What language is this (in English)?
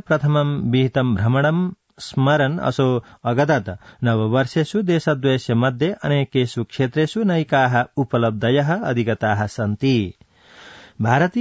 Sanskrit